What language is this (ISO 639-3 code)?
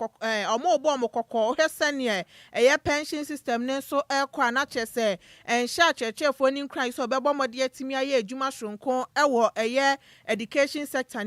aka